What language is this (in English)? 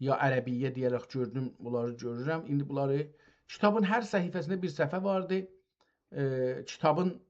South Azerbaijani